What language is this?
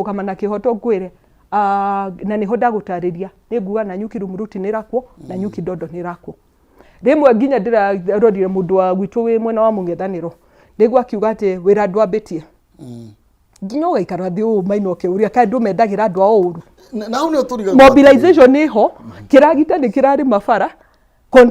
Kikuyu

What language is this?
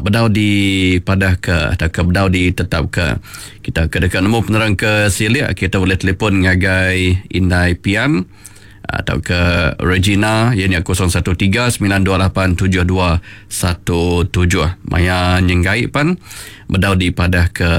Iban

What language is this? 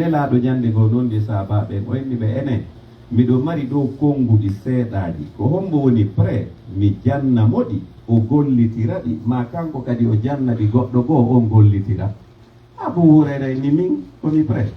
Pular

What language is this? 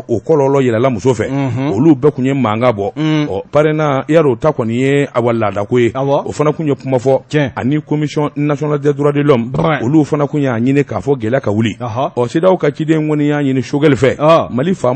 Bambara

